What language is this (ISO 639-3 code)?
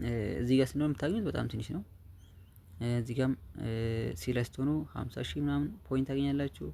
amh